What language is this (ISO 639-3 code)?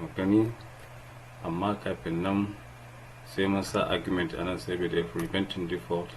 hau